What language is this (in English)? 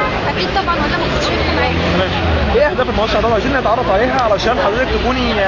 Egyptian Arabic